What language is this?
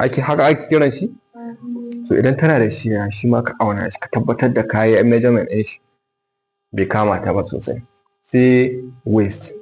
Hausa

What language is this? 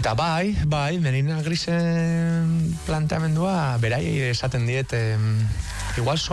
Basque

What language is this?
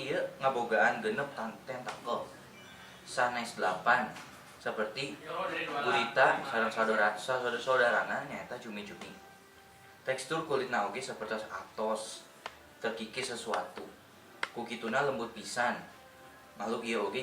Sundanese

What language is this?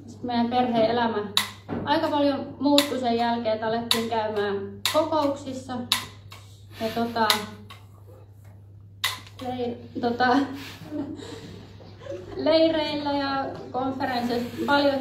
Finnish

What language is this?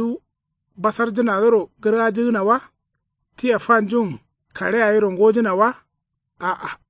Kanuri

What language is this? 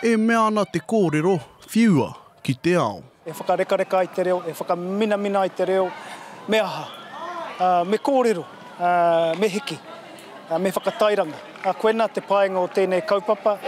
Māori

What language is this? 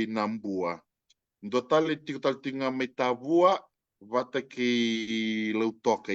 Fijian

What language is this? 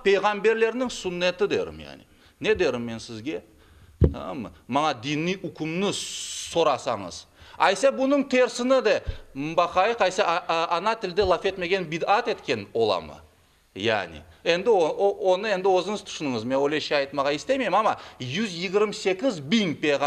Crimean Tatar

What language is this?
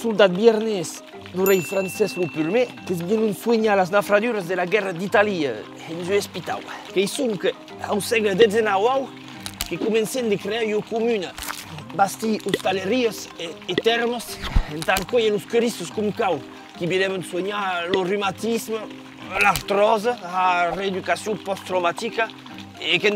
Occitan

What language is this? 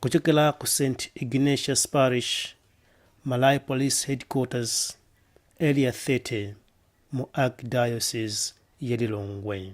Nyanja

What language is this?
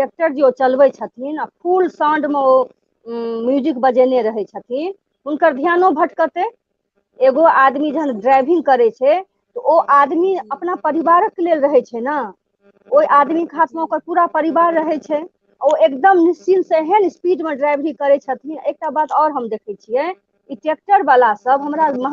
Maithili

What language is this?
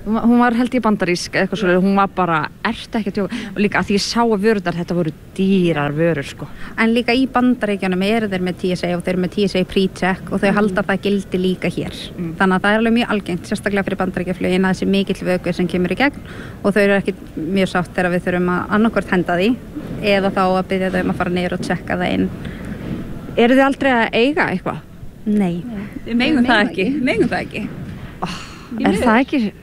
Icelandic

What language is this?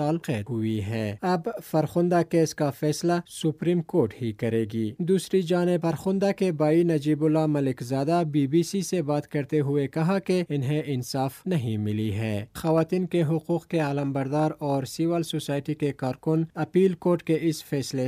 Urdu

